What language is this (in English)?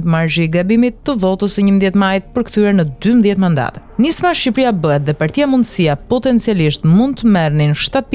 Albanian